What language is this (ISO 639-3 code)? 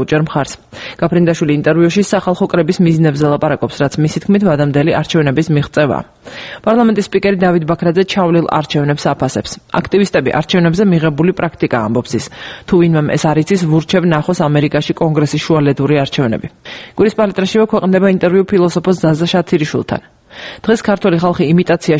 kat